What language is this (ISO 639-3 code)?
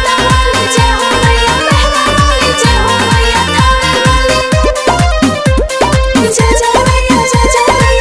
bho